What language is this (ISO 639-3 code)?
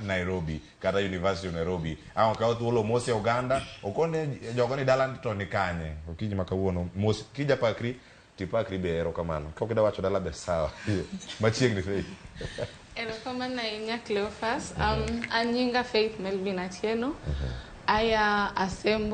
luo